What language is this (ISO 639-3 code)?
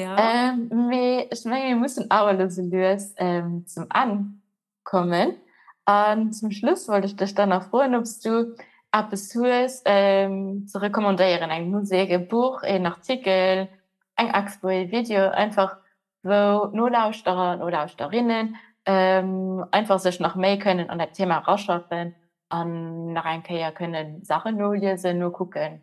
ltz